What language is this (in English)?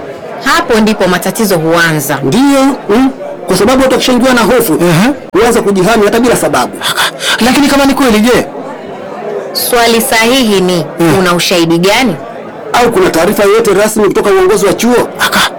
Swahili